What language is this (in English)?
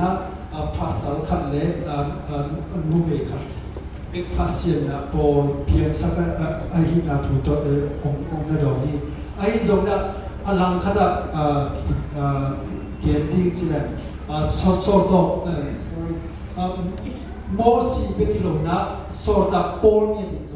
Tedim Chin